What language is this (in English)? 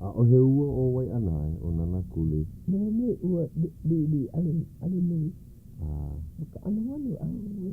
Hawaiian